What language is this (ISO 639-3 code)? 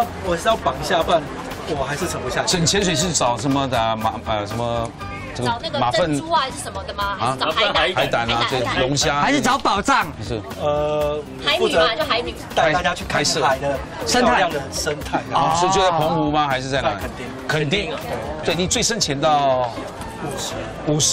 zho